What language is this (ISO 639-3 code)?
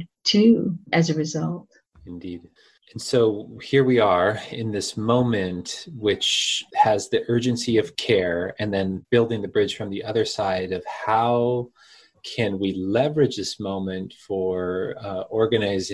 eng